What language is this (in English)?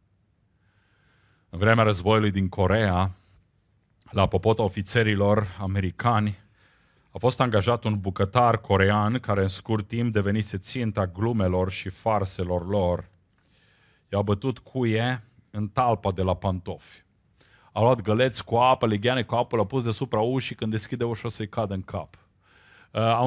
Romanian